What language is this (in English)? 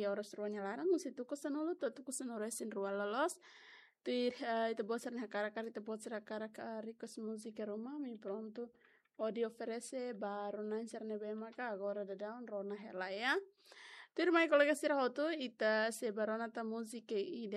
Tetum